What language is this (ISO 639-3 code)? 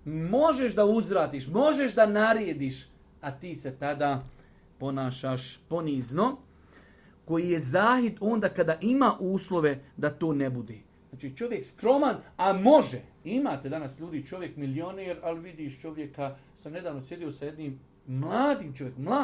bos